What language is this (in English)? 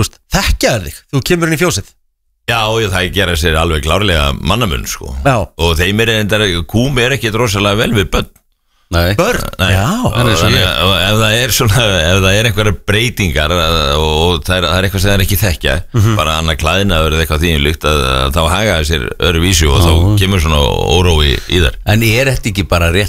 Icelandic